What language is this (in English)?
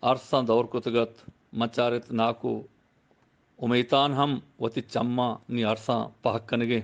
Eastern Balochi